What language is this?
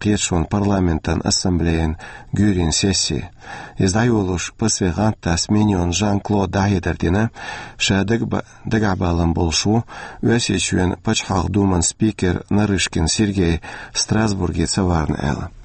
Chechen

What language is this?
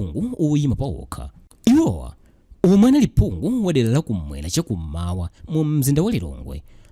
Nyanja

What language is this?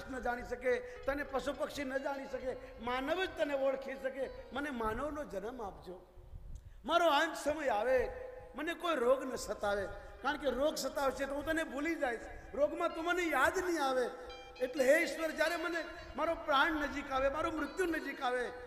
Gujarati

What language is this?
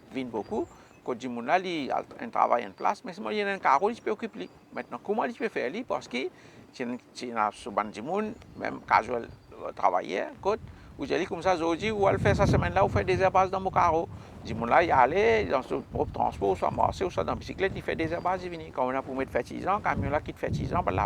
Morisyen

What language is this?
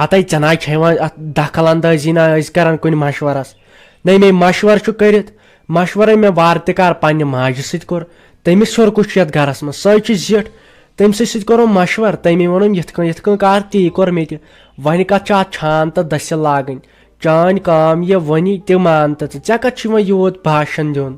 Kashmiri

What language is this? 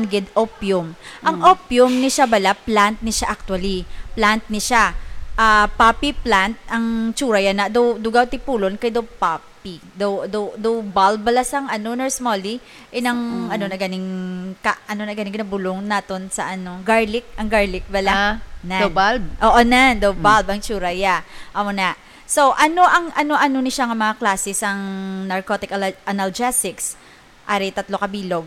Hiligaynon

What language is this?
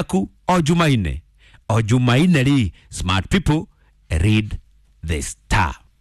Kikuyu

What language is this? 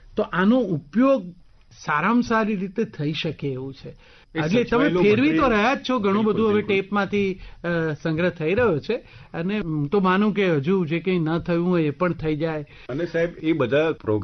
Gujarati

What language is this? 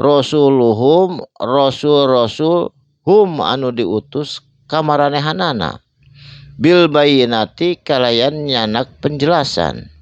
Sundanese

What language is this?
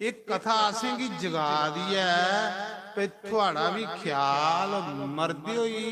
Dogri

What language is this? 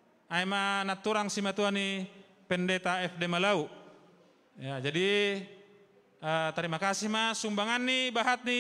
Batak Simalungun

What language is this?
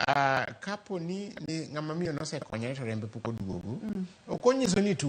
Luo (Kenya and Tanzania)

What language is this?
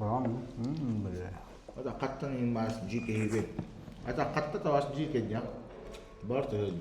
Yakut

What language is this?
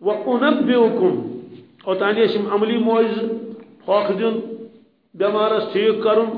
Kashmiri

